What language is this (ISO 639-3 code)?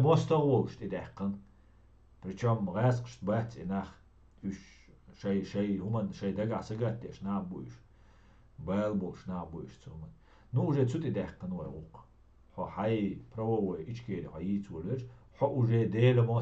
che